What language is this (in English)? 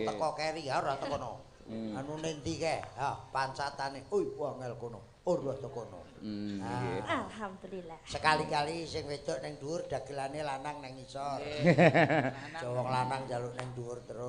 Javanese